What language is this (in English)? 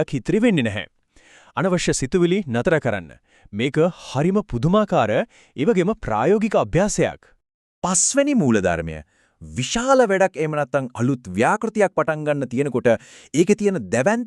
Sinhala